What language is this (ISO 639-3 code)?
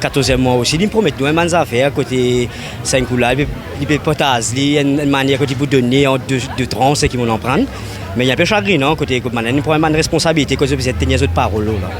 mfe